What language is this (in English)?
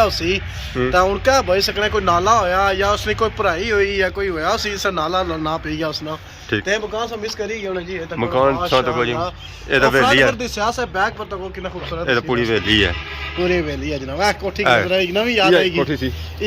Pahari-Potwari